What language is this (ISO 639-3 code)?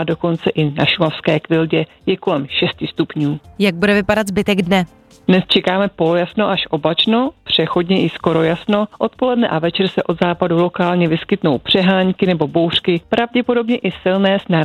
ces